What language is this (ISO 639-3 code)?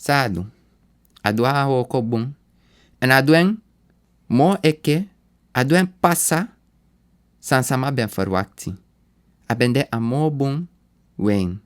srn